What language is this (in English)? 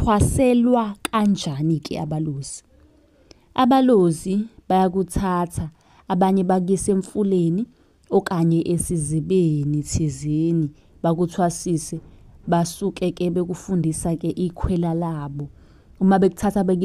Zulu